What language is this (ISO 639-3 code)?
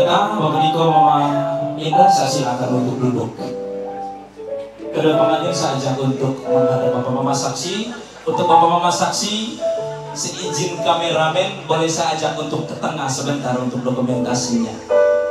ind